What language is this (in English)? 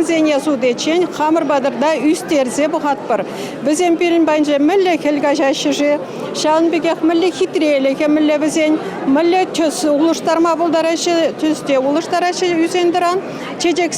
Chuvash